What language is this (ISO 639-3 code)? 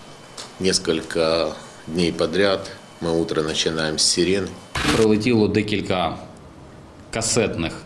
ukr